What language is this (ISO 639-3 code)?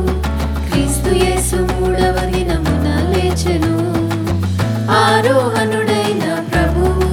tel